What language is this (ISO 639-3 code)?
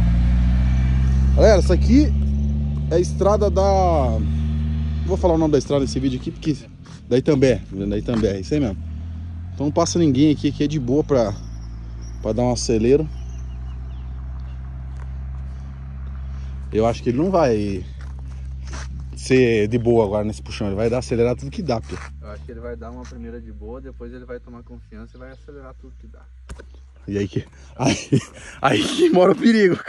por